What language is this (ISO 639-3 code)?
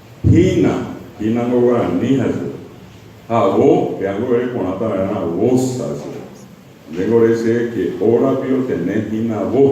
grn